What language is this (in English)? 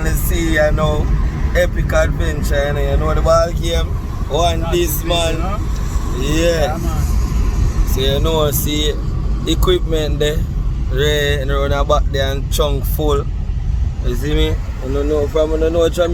Jamaican Creole English